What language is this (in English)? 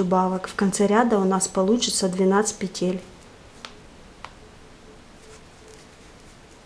Russian